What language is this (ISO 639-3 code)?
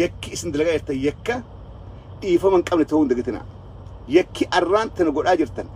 orm